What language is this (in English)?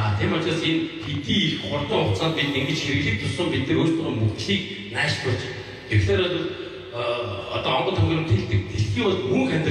Mongolian